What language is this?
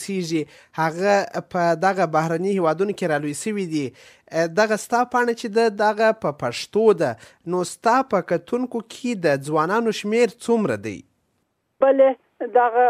Pashto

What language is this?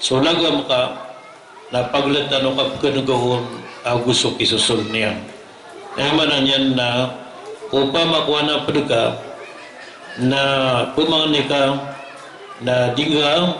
Maranao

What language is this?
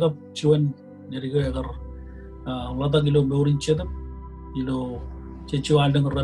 Marshallese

